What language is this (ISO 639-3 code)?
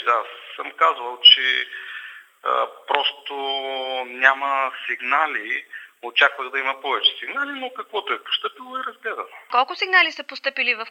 bul